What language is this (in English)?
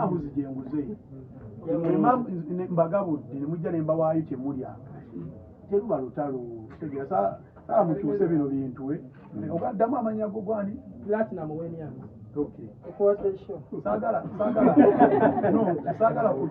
Ganda